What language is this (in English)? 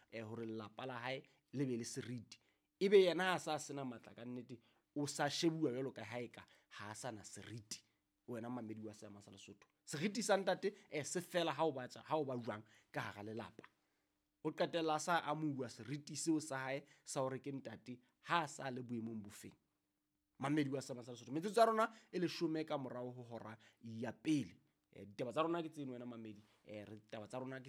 Southern Sotho